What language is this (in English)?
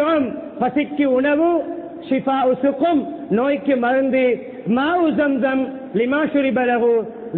Tamil